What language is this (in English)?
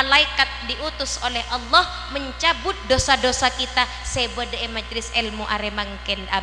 Madurese